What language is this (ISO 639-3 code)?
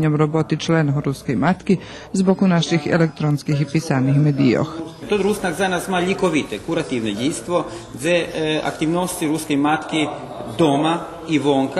rue